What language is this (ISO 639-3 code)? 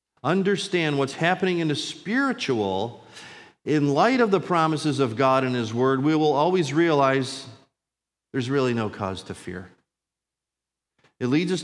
eng